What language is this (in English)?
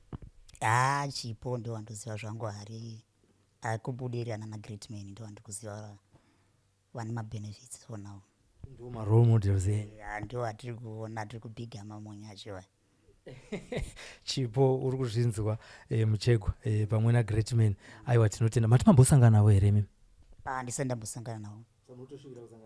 Shona